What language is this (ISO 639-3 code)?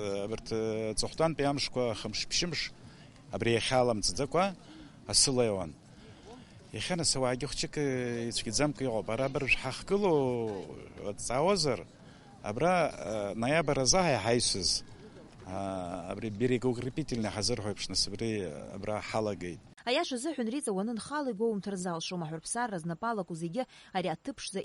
abk